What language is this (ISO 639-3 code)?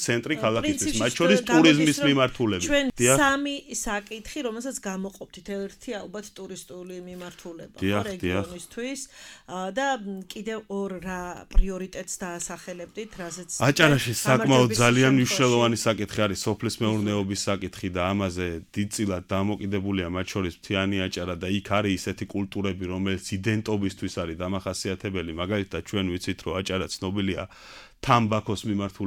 kat